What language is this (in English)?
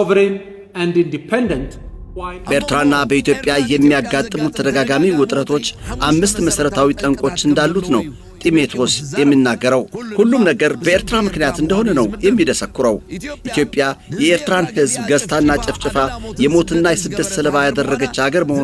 Amharic